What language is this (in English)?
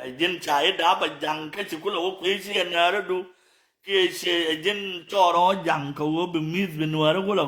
Nuer